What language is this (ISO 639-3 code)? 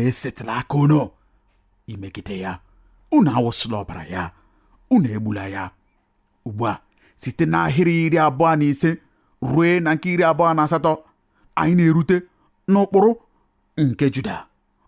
ibo